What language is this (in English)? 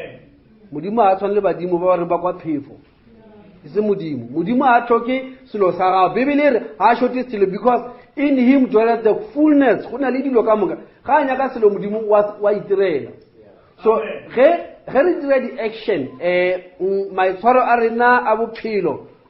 Northern Sotho